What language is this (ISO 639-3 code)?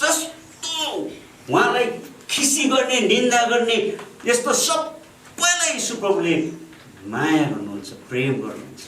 nep